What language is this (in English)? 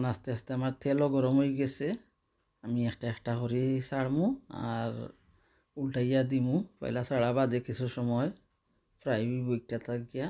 Sylheti